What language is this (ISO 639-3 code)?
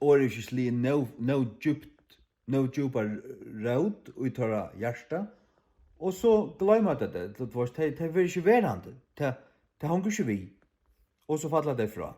fao